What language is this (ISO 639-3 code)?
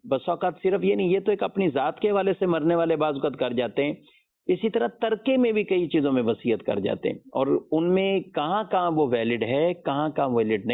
urd